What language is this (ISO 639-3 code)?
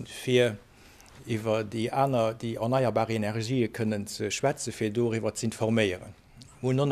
ltz